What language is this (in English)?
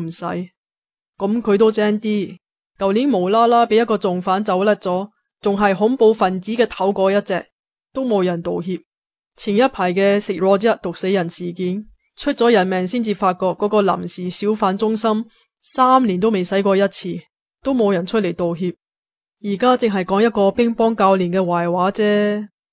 Cantonese